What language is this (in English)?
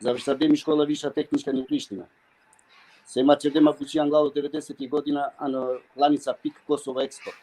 Balkan Romani